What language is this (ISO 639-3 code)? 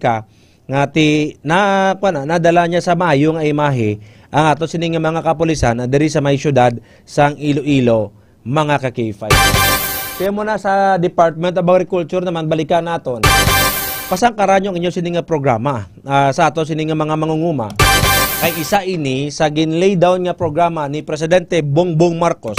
hil